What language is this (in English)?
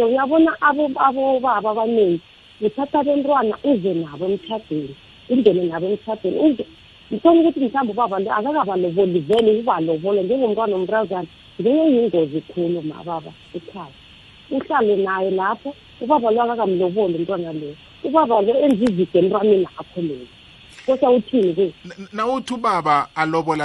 South Ndebele